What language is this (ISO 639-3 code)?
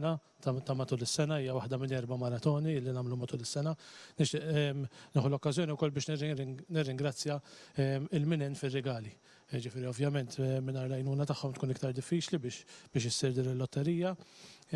mlt